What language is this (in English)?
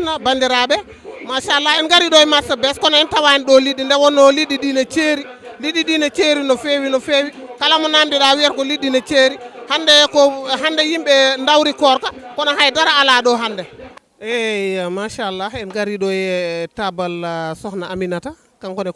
Fula